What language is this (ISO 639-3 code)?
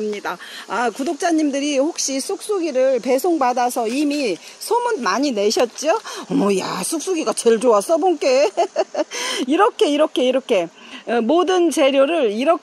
kor